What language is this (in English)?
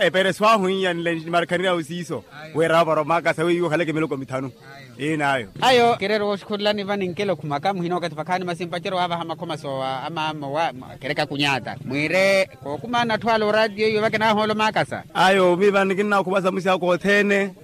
Makhuwa